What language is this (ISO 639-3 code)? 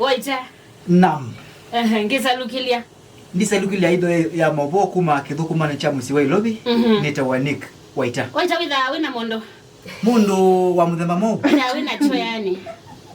kam